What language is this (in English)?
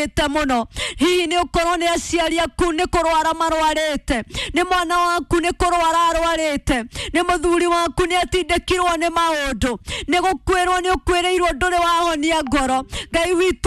Kikuyu